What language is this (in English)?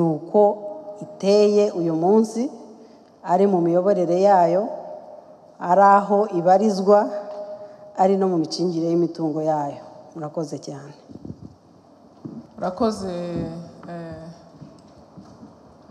Kinyarwanda